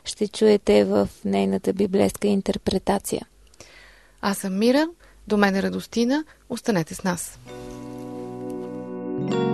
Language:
Bulgarian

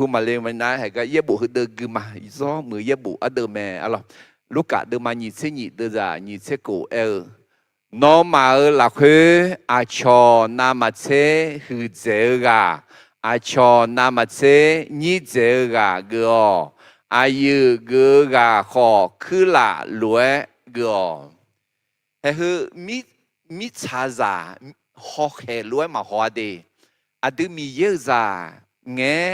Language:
Akha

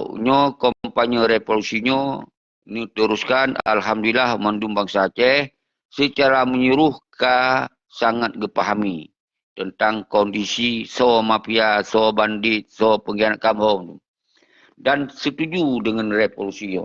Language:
Achinese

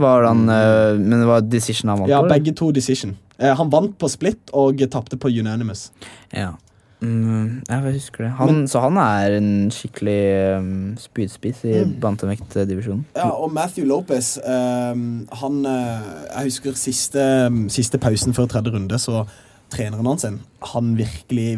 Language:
Norwegian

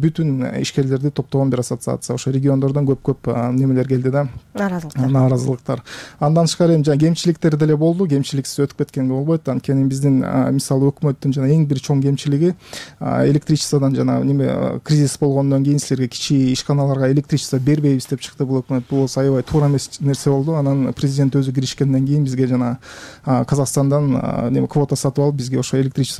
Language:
Kyrgyz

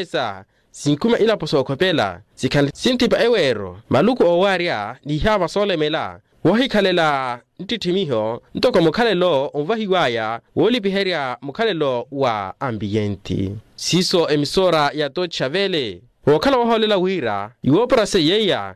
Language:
Makhuwa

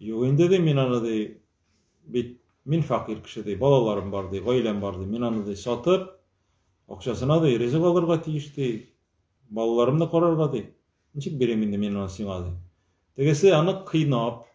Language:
Tatar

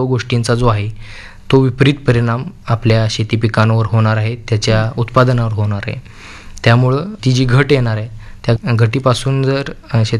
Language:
Marathi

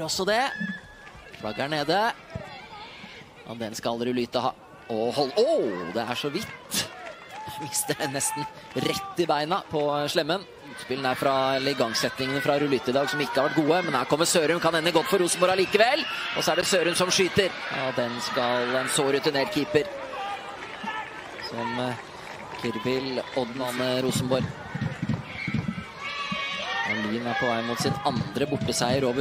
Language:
Norwegian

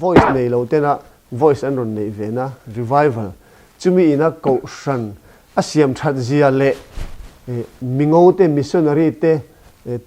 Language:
Mizo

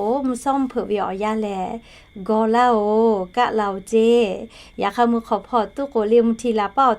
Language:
Lahu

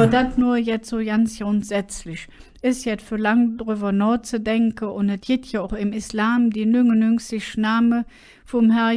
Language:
Colognian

